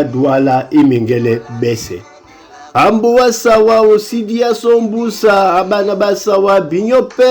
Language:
Duala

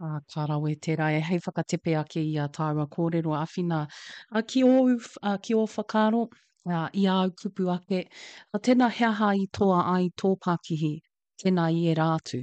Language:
Māori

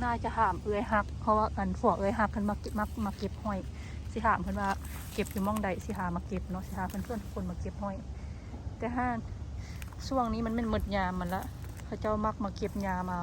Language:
Lao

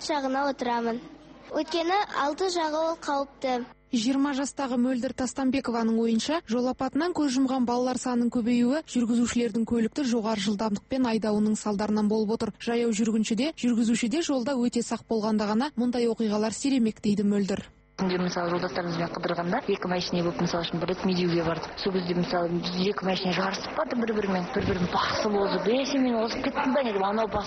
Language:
Kazakh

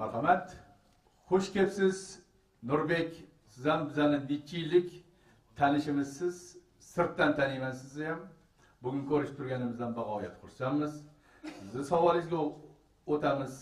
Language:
Uzbek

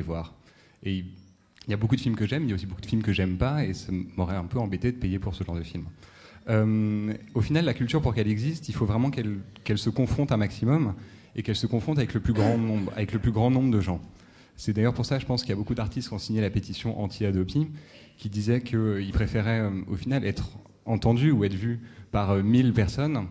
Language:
French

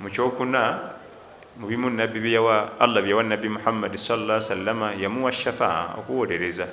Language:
Ganda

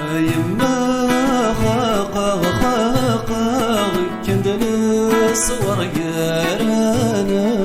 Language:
Kabyle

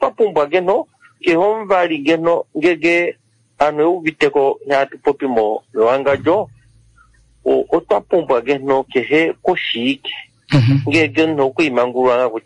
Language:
Kuanyama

